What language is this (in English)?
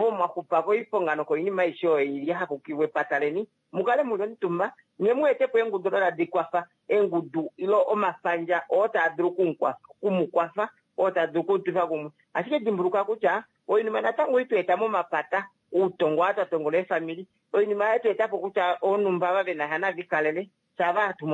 Kuanyama